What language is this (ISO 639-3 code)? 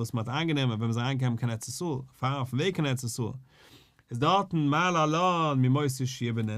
yid